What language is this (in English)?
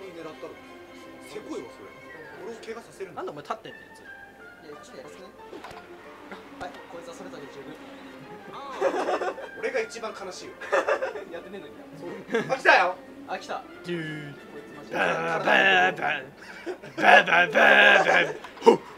Japanese